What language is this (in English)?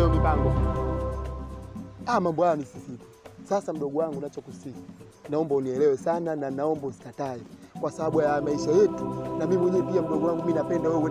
Swahili